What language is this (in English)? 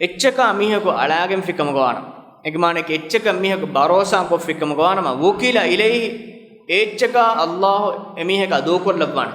Divehi